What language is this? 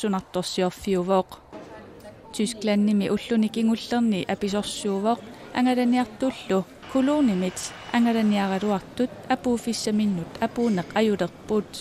Kalaallisut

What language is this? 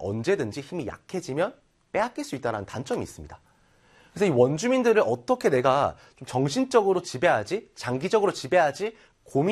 Korean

